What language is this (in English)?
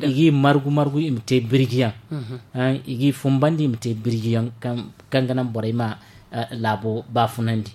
Zarma